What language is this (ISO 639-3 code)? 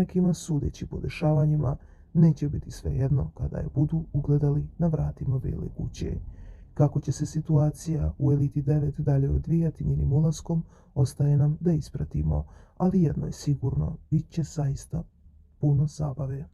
bos